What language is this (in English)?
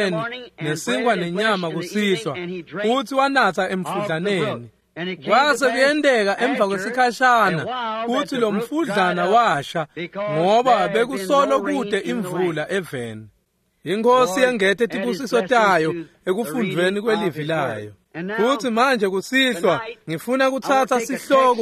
Swati